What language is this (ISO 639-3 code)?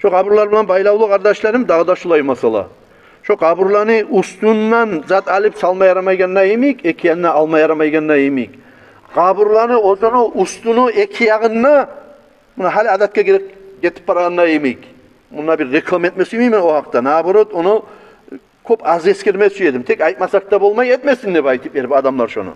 kum